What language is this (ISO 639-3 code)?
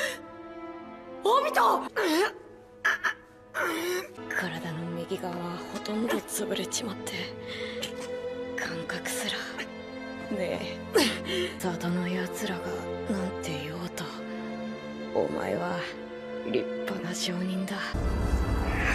jpn